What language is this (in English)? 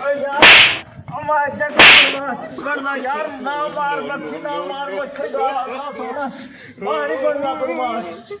Saraiki